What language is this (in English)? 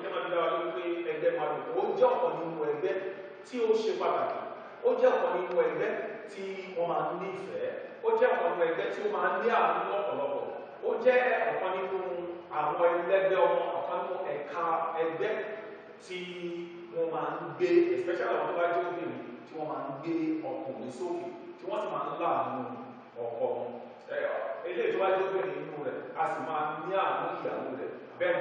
Yoruba